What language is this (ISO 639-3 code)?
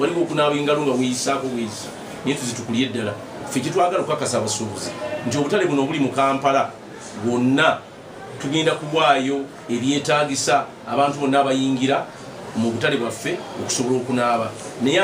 lug